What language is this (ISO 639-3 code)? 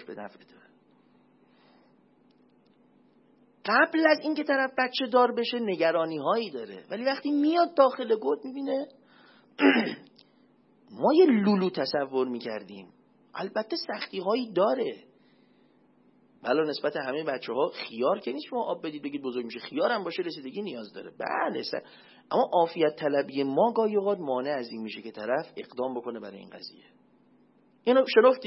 fas